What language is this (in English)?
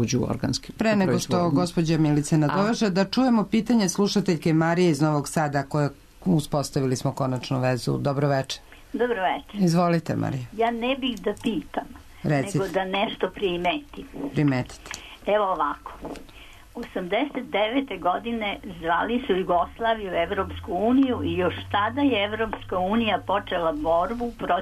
Serbian